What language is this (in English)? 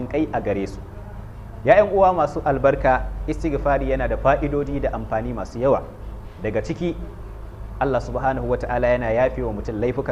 Hausa